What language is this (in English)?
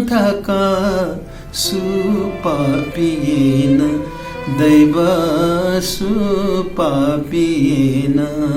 Newari